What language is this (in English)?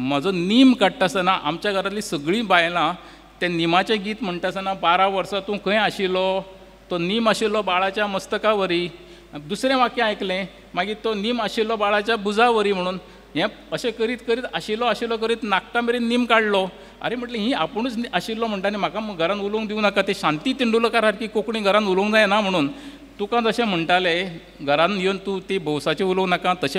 Konkani